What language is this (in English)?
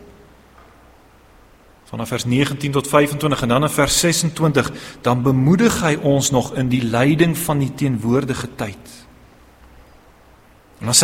Afrikaans